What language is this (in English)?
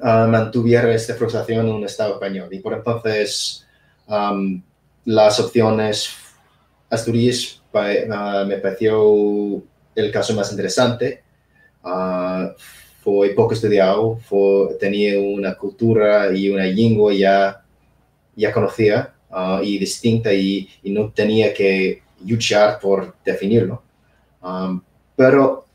Asturian